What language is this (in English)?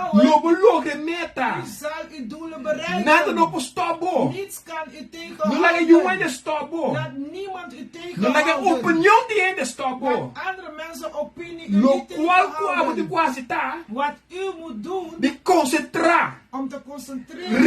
Papiamento